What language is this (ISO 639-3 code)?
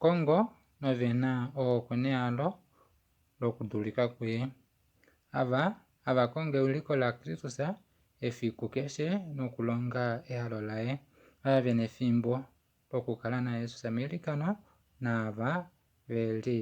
kua